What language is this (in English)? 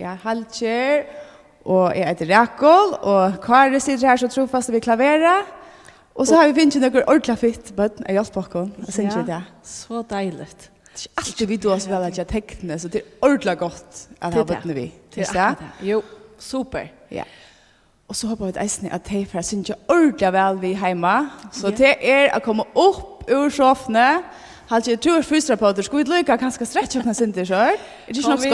Faroese